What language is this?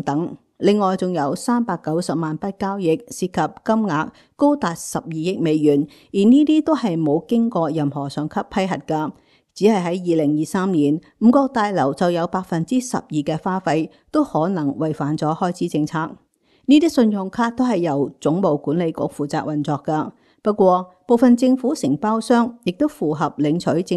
Cantonese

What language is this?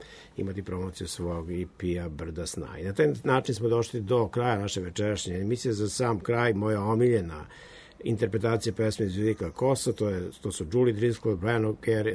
Serbian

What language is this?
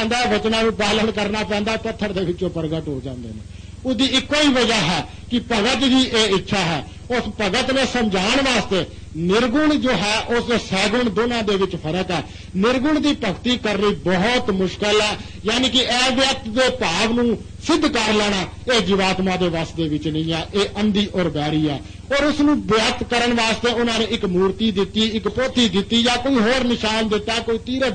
Punjabi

